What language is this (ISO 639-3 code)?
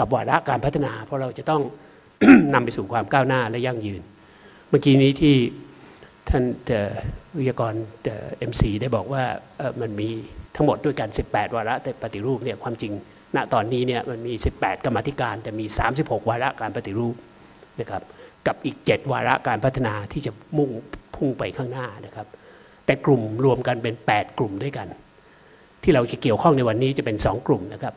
tha